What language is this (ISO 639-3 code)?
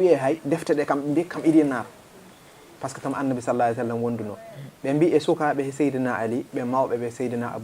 ful